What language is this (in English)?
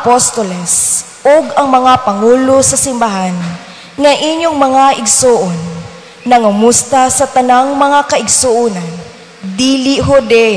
Cebuano